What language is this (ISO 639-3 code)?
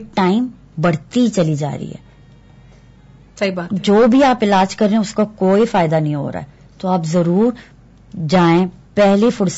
urd